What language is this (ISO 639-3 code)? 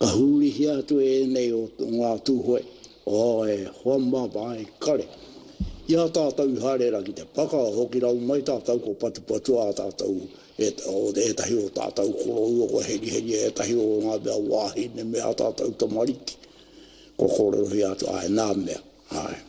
mri